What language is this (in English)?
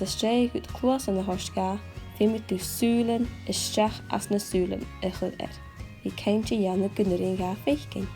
Scottish Gaelic